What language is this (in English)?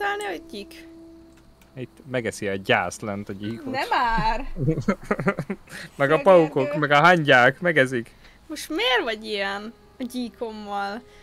Hungarian